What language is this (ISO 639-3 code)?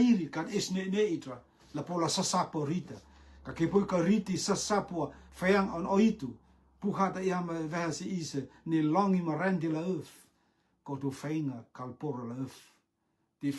rtm